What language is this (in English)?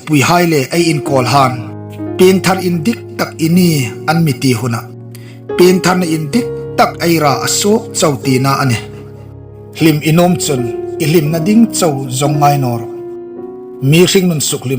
Hmar